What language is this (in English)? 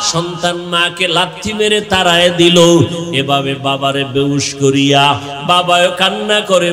Bangla